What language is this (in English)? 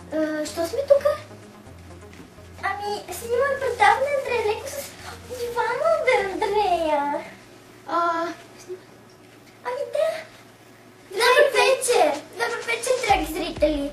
Bulgarian